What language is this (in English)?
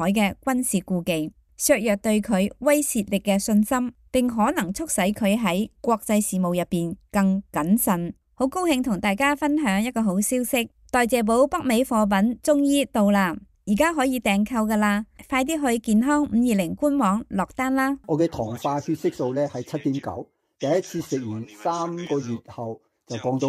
Cantonese